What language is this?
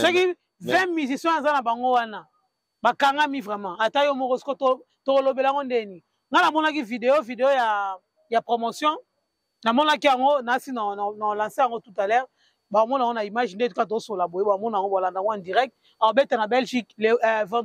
Lingala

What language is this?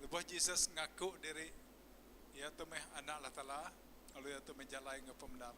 Iban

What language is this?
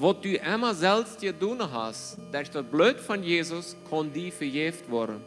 Plautdietsch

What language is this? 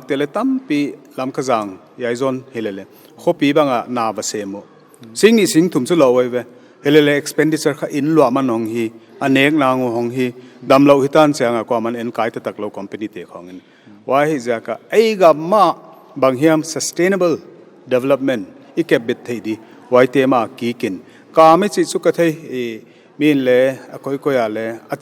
Paite Chin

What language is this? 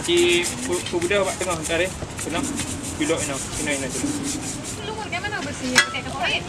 Achinese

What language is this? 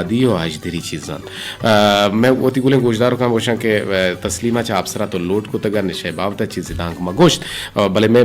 Eastern Balochi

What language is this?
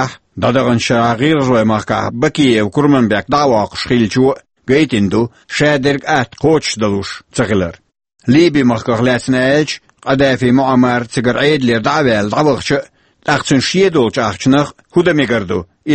Chechen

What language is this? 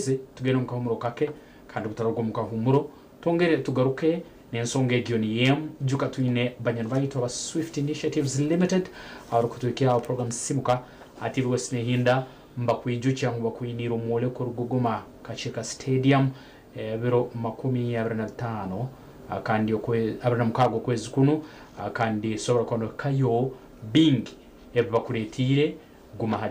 Nyankole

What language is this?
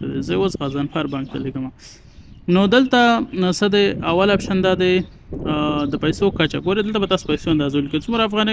Pashto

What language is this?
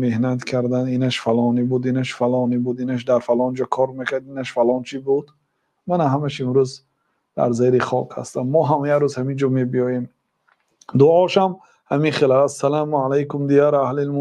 Tajik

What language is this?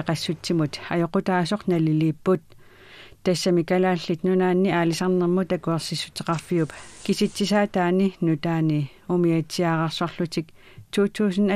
Kalaallisut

